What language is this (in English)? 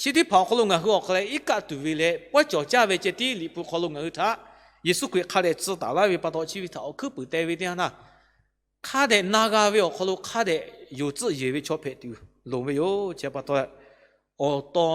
Lahu